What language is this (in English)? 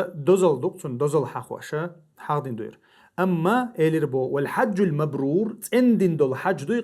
Chechen